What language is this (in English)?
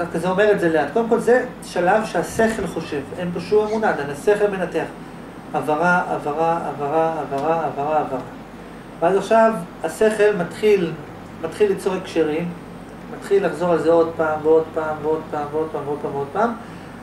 Hebrew